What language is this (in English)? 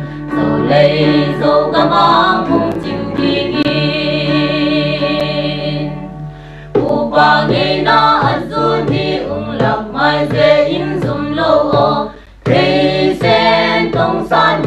Paite Chin